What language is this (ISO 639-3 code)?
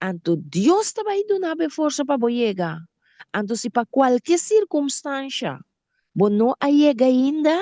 pap